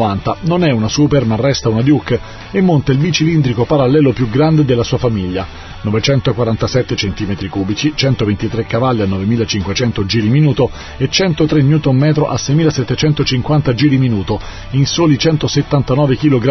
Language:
Italian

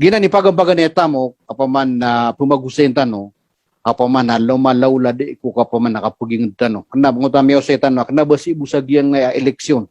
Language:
Maranao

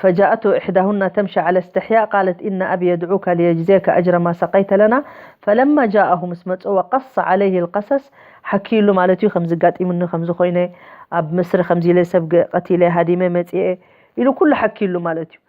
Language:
Tigrinya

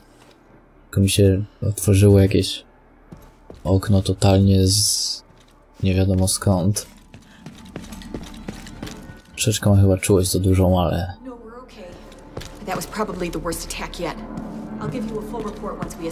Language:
Polish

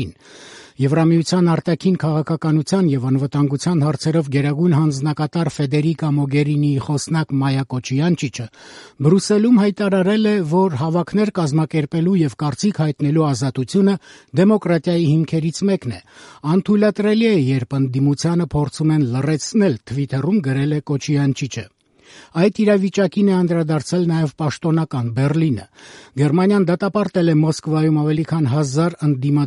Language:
Armenian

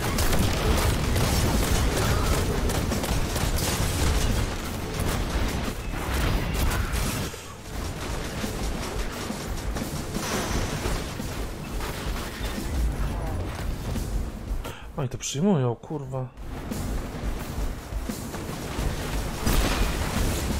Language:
Polish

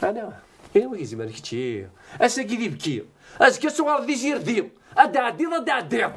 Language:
Kabyle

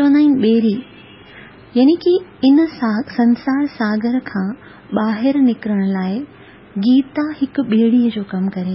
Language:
Sindhi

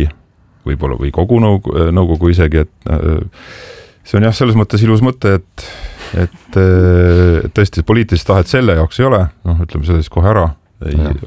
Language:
Estonian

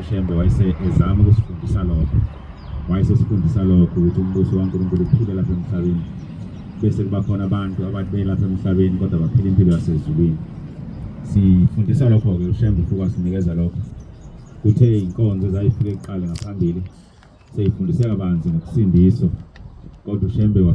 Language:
Zulu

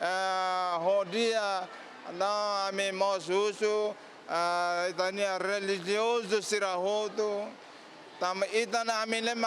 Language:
Tetum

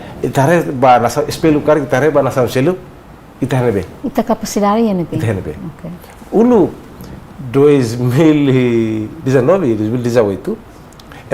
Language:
Tetum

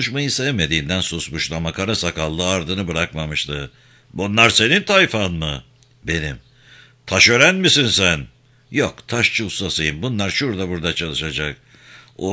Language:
Turkish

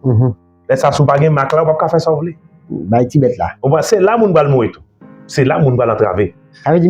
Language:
Haitian Creole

